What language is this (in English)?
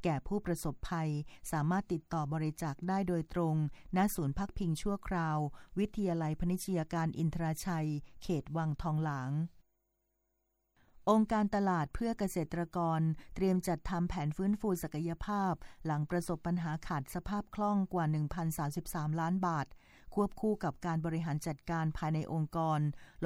Thai